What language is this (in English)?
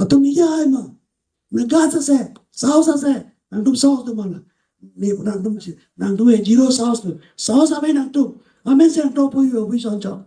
Karbi